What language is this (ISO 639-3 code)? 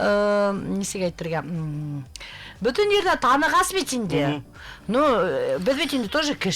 bak